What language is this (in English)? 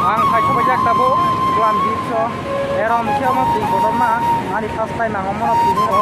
Kok Borok